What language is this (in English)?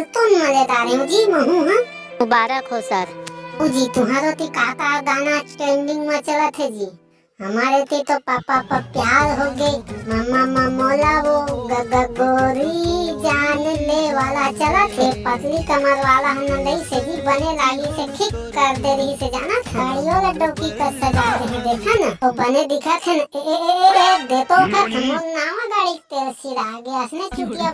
Chhattisgarhi